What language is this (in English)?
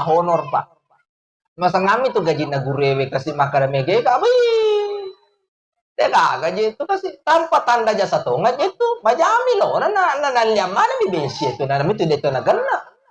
Buginese